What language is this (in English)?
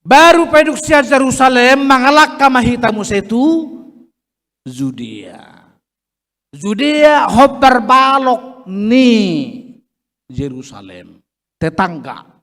Batak Toba